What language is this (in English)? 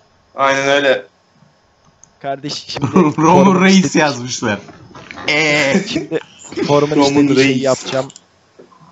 Turkish